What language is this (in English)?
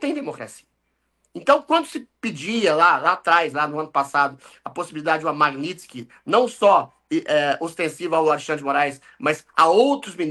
Portuguese